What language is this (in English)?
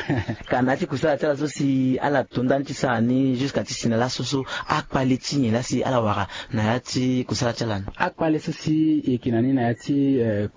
Sango